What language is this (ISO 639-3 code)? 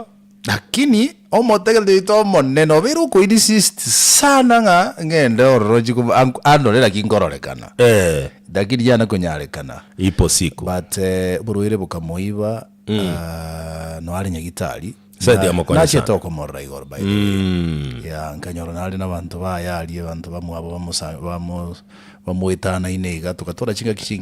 guz